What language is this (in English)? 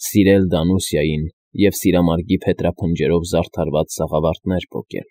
Armenian